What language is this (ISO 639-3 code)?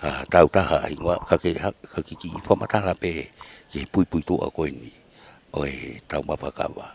ton